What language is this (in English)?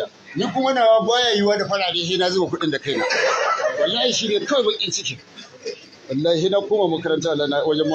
Hausa